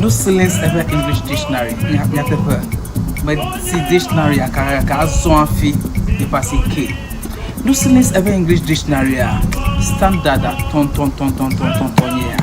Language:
Ewe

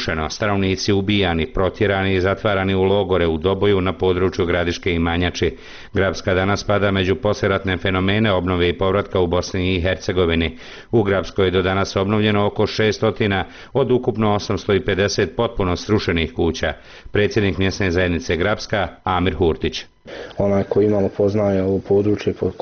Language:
Bosnian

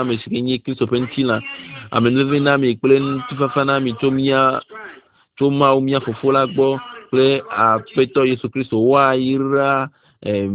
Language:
Ewe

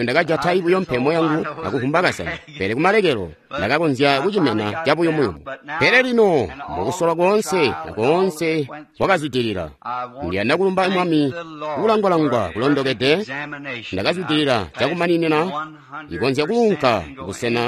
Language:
Tonga (Zambia)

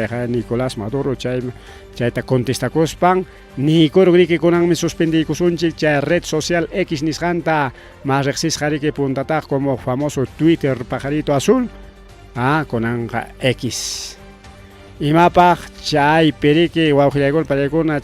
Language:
Ayacucho Quechua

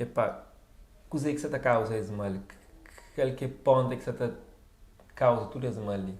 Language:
Kabuverdianu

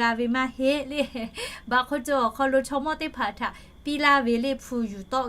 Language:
Lahu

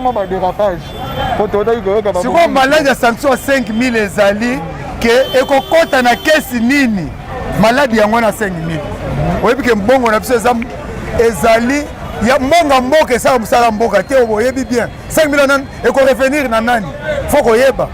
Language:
Lingala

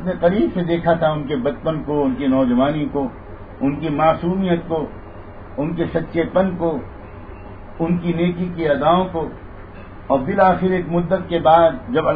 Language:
Urdu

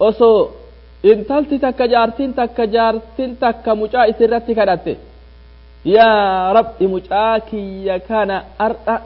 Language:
Oromo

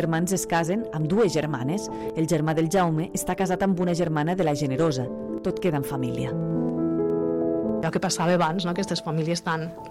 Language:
Catalan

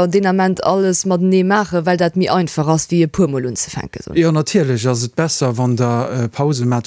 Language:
Luxembourgish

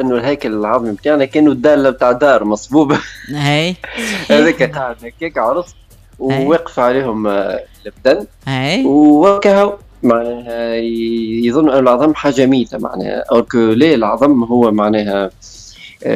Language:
Tunisian Arabic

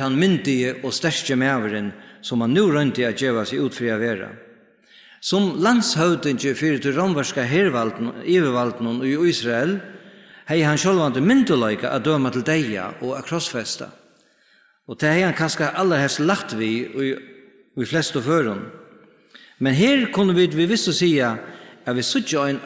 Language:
Faroese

